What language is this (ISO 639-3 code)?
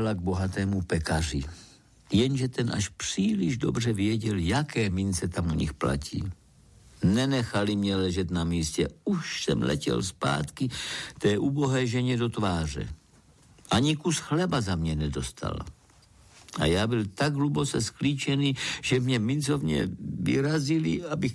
ces